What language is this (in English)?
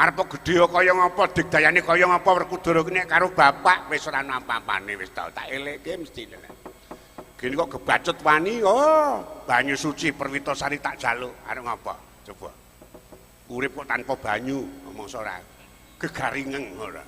Javanese